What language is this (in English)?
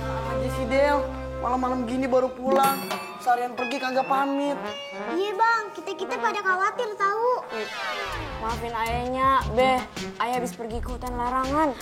Betawi